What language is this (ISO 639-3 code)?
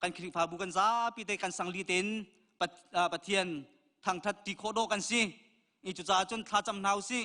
cnh